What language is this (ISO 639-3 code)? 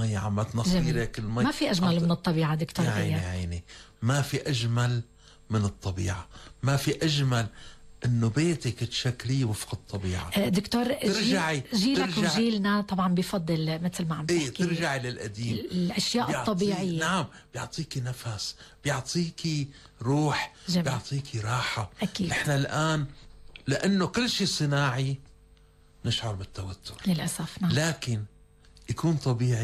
apc